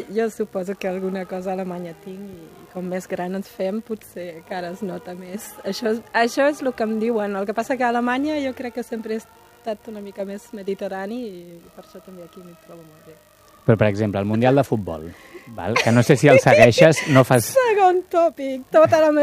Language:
Catalan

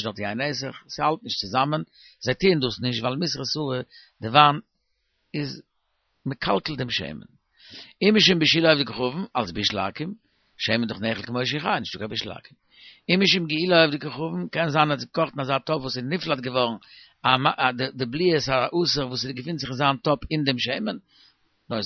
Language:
Yiddish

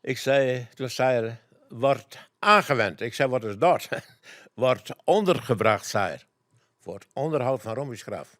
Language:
Western Frisian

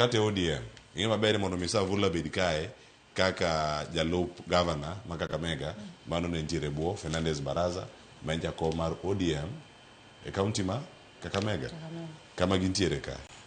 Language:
Luo (Kenya and Tanzania)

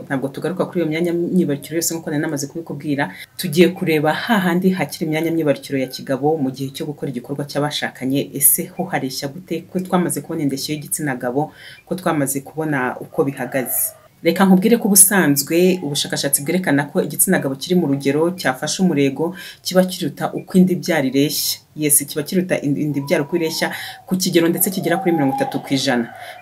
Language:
Kinyarwanda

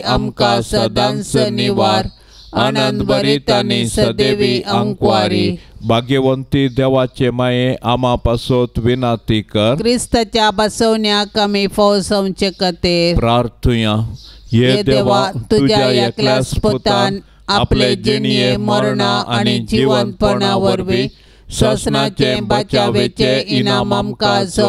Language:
Konkani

